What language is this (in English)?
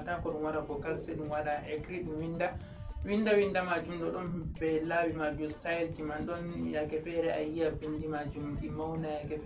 Fula